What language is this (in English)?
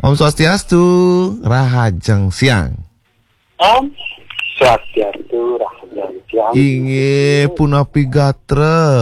Balinese